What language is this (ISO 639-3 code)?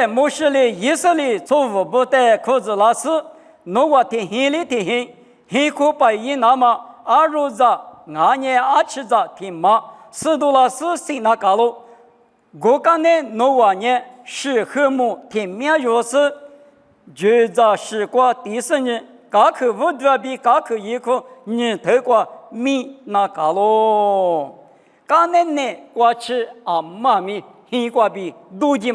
lis